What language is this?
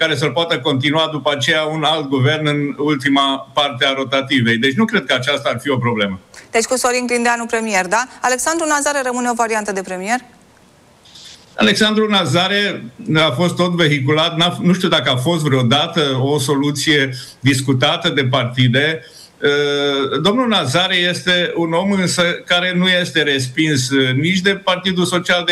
Romanian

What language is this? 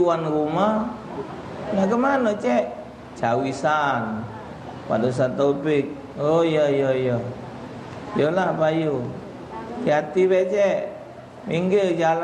Musi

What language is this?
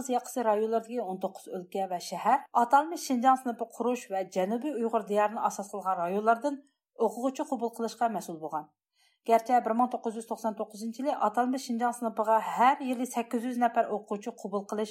Uyghur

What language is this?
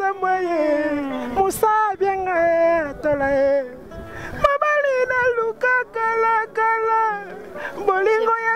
Lingala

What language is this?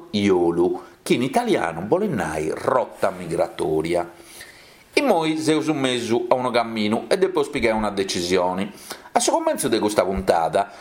Sardinian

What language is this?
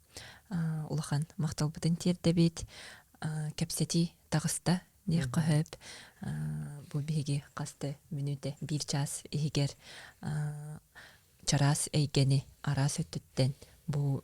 Yakut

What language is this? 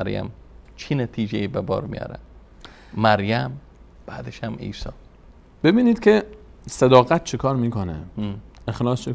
Persian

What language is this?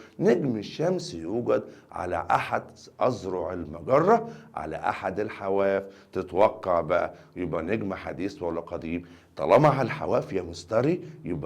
Egyptian Arabic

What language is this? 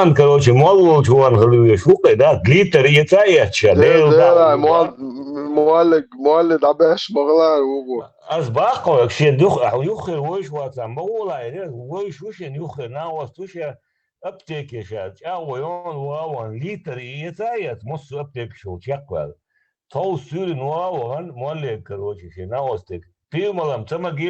Chechen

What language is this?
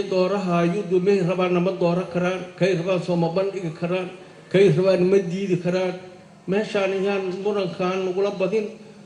Somali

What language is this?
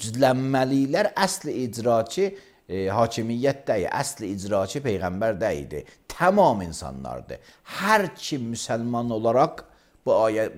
Azerbaijani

